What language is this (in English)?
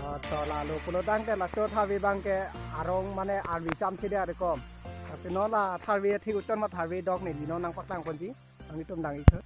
Karbi